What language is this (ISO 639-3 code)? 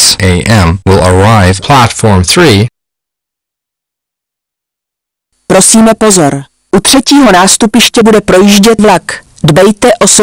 ces